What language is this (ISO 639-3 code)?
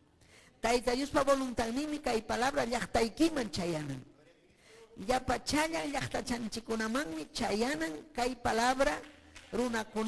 quy